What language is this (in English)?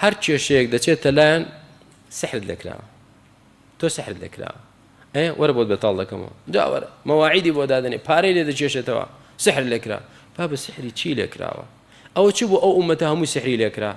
Central Kurdish